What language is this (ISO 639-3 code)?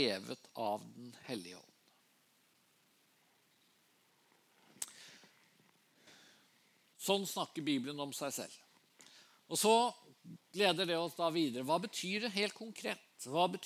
nor